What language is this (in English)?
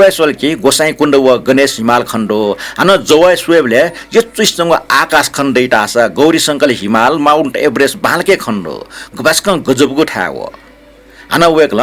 Newari